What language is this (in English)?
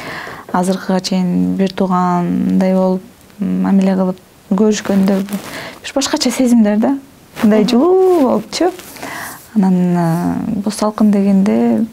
Kyrgyz